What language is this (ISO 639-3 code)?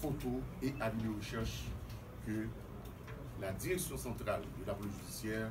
hat